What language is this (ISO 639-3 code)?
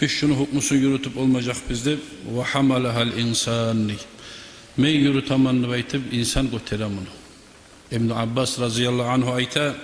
kum